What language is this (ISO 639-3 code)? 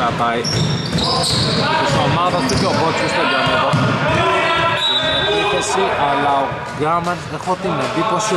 ell